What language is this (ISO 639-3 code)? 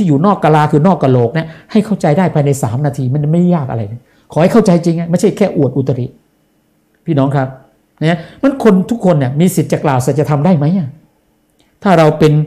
tha